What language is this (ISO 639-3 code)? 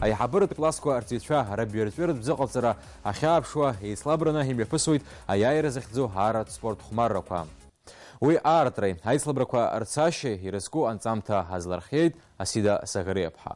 abk